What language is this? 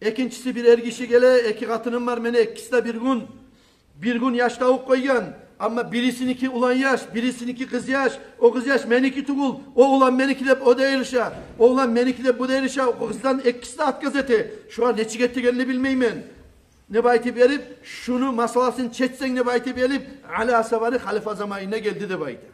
Kumyk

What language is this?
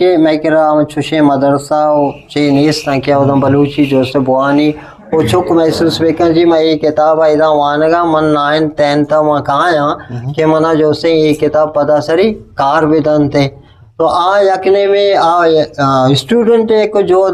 Eastern Balochi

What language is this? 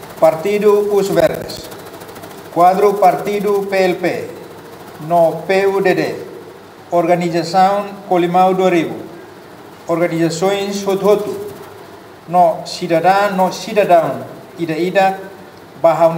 Tetum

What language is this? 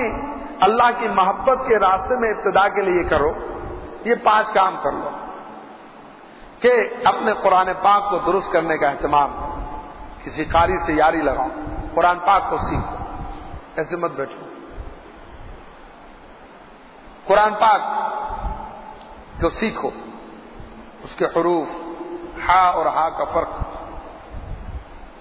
Urdu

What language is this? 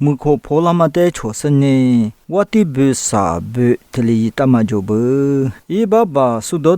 Lisu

